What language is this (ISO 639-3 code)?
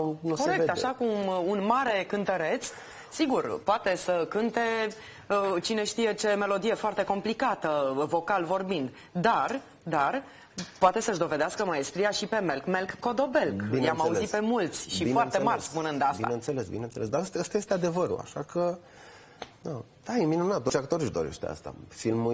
ron